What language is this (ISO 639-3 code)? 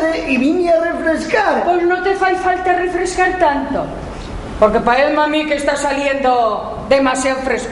ast